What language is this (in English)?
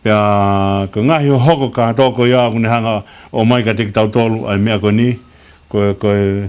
Tongan